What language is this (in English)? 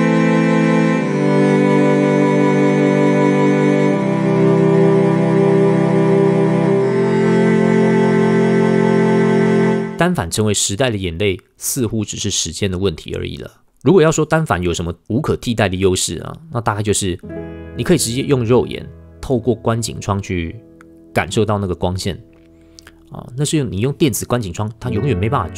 Chinese